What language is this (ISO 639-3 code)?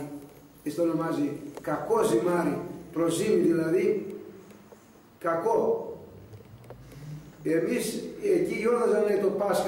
ell